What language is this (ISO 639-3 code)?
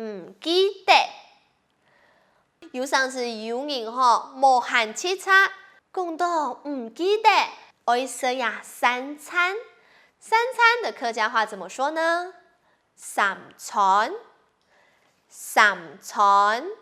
hak